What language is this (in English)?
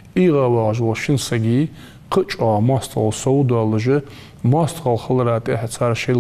Ingush